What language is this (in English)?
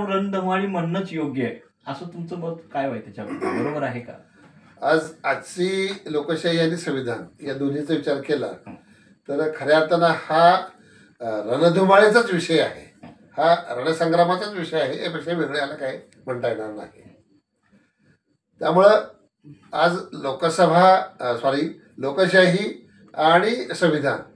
Marathi